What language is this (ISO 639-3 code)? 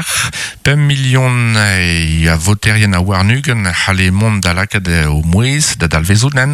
bre